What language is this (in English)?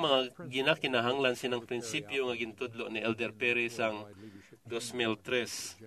Hiligaynon